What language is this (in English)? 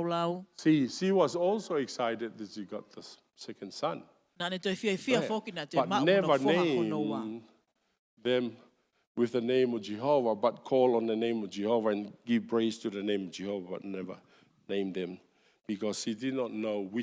Tongan